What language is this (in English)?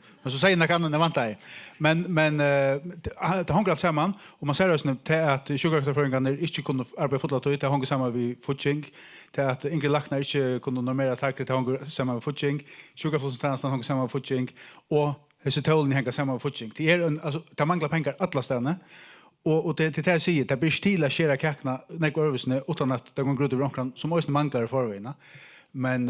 Faroese